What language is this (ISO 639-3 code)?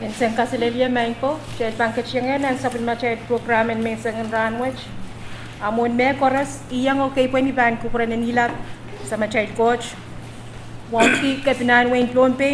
pon